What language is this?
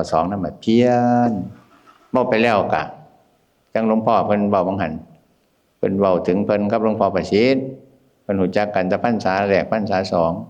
Northeastern Thai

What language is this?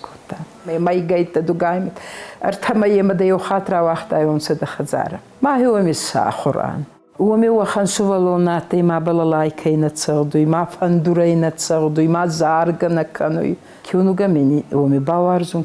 Ossetic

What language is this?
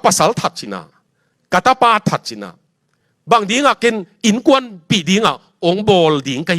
Tedim Chin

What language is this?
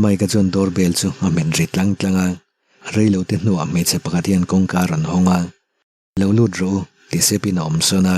Mizo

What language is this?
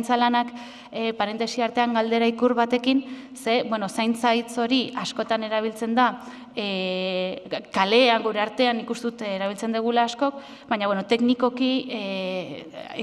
Basque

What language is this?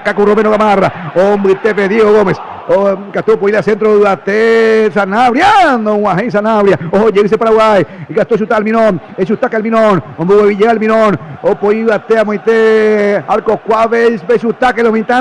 Guarani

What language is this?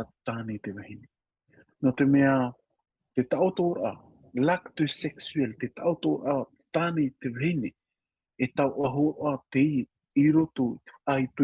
Tahitian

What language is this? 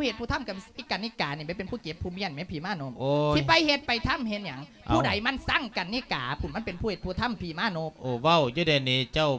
Lao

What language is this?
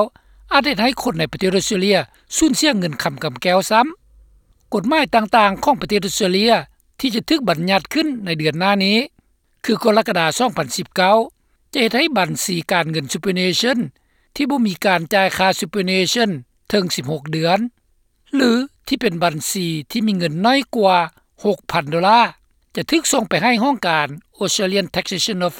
Lao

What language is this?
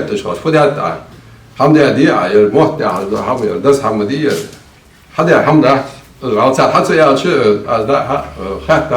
Ingush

